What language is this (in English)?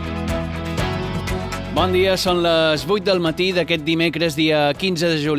Catalan